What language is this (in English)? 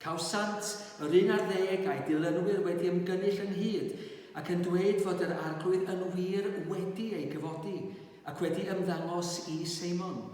Welsh